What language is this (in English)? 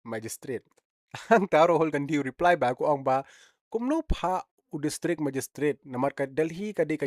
Khasi